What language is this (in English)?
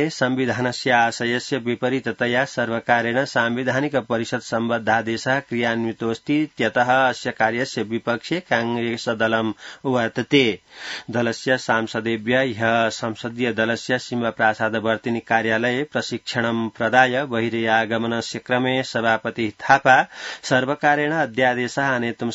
Sanskrit